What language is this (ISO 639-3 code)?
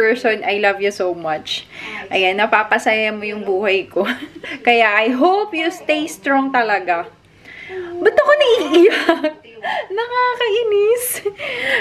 fil